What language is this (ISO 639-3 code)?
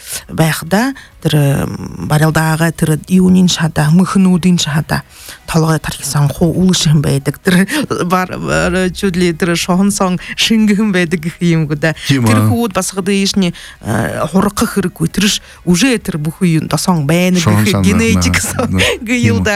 bua